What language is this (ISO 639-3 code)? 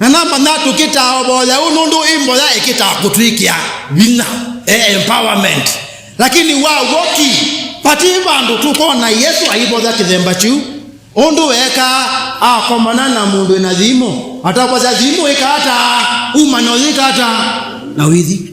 kam